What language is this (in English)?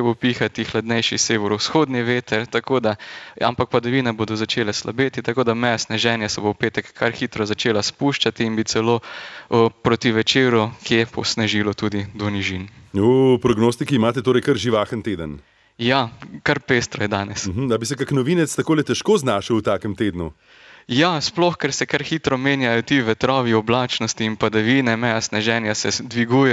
Slovenian